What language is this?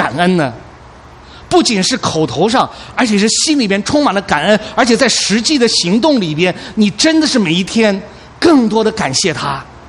Chinese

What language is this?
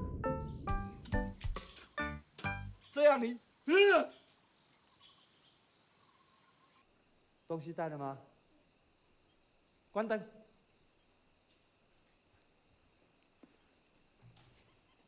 Chinese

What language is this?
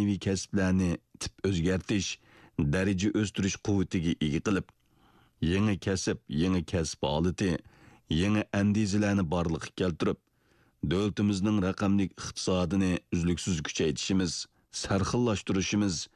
Uyghur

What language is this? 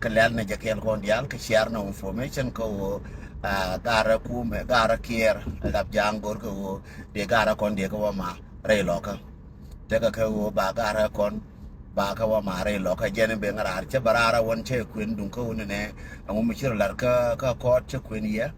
Nuer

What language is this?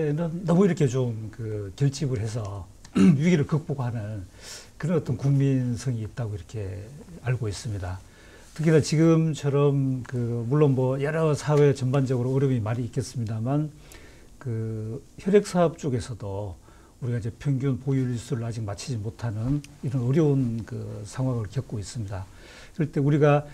Korean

